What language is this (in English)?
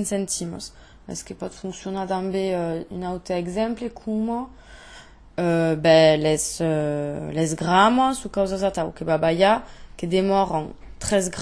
Occitan